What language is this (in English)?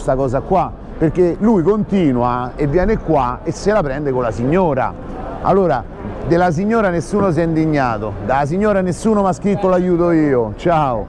Italian